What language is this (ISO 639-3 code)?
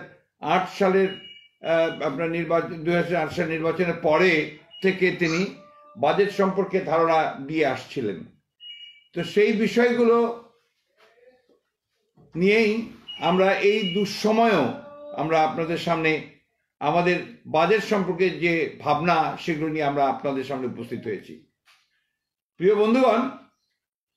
ben